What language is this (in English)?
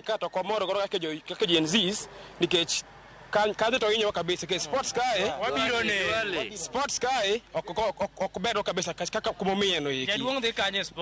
Luo (Kenya and Tanzania)